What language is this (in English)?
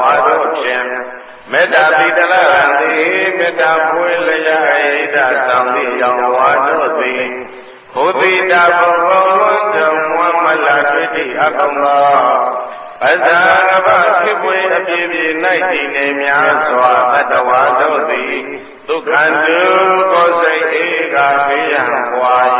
Burmese